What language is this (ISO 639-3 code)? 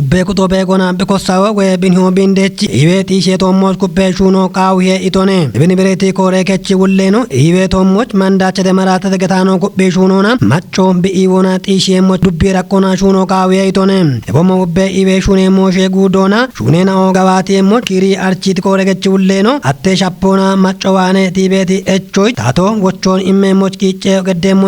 kbr